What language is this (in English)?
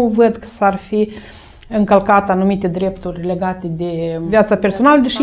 Romanian